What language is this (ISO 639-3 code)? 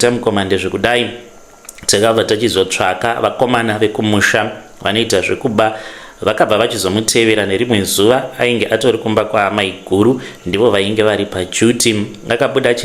sna